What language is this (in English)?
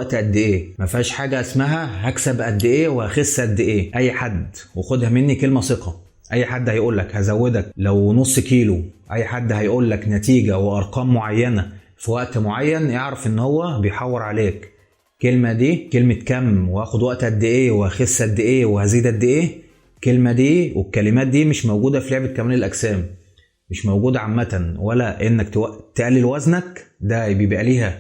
Egyptian Arabic